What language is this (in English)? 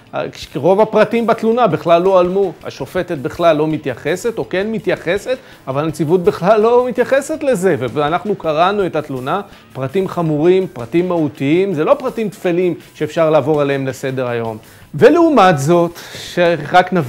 Hebrew